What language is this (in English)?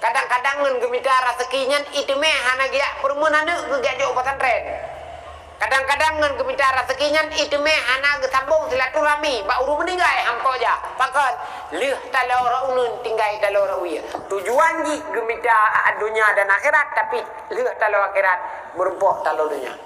Achinese